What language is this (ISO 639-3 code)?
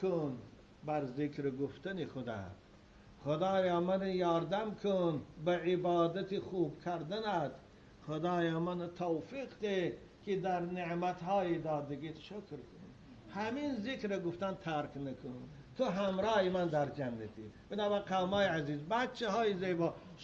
tgk